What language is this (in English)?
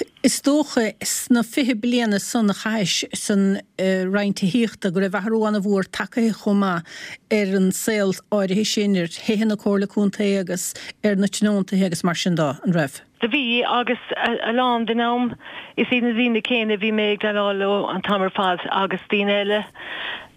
Irish